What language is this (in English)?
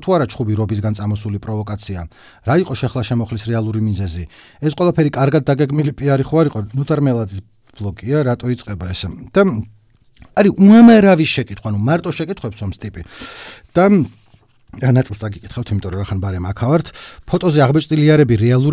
Georgian